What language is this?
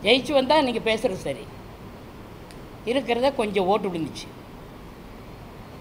Tamil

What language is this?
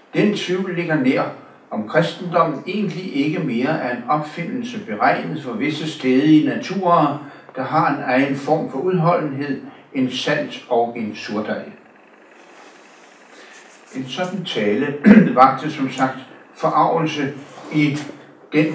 Danish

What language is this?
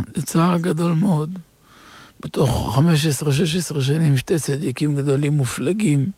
Hebrew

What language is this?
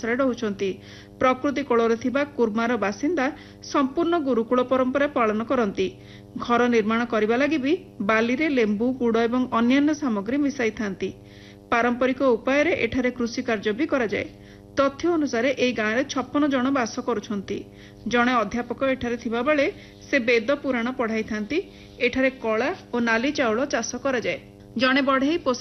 Odia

